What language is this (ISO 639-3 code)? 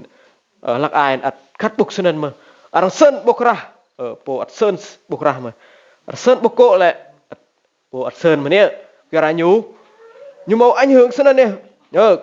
rad